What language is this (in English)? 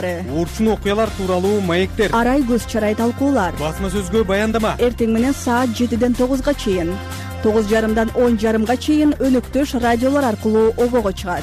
Kyrgyz